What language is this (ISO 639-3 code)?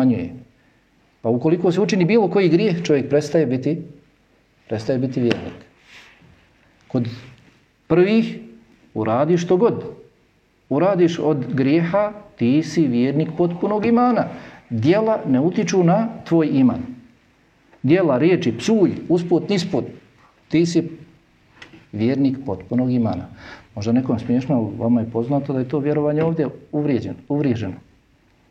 bos